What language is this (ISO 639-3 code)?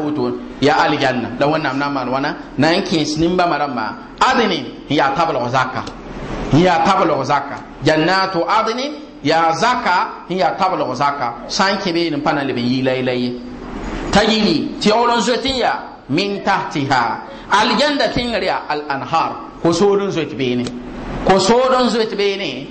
mos